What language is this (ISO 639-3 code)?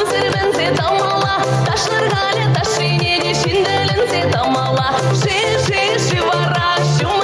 chv